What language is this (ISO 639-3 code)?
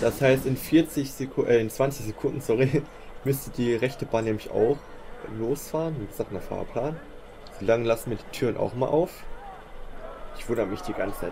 deu